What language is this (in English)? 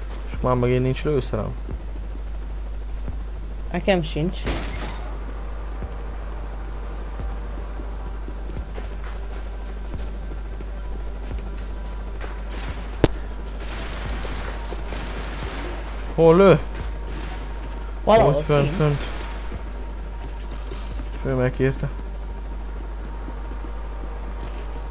Hungarian